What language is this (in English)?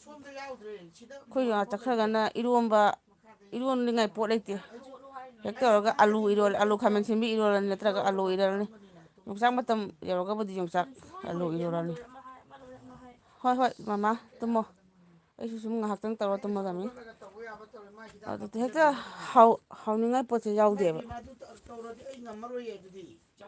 Manipuri